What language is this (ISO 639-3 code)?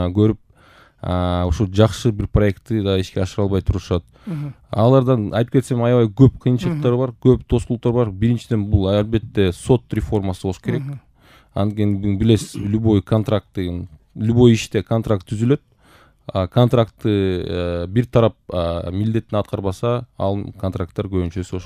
kir